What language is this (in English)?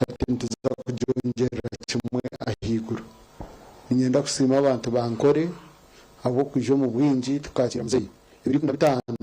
Nyankole